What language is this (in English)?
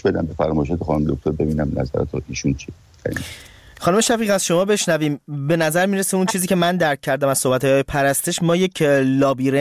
Persian